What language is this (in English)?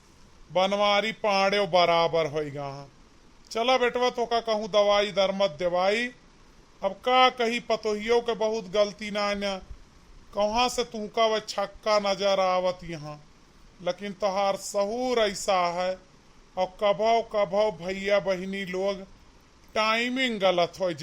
Awadhi